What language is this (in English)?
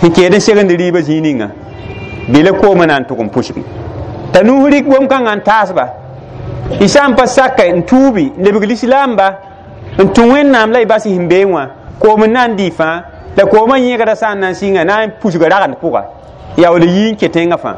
Mossi